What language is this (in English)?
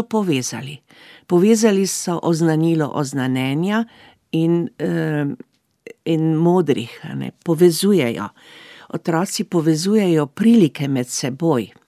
Slovenian